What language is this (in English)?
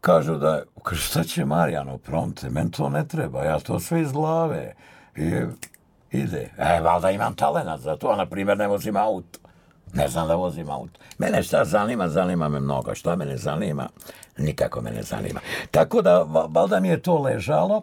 Serbian